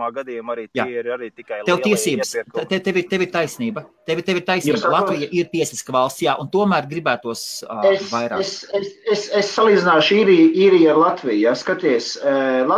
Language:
Latvian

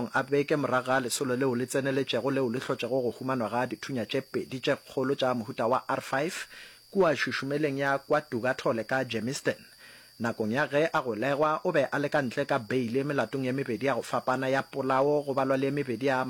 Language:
Northern Sotho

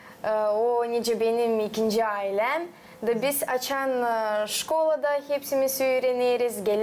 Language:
Gagauz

